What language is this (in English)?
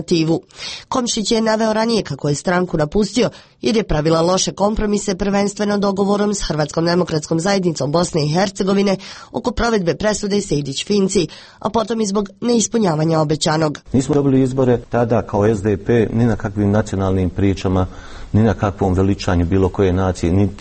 Croatian